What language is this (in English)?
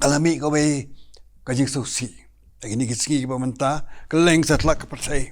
Khasi